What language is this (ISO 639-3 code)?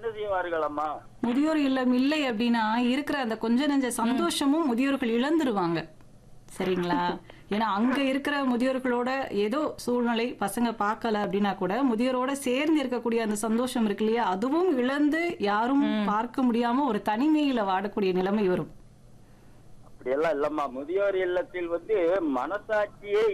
tam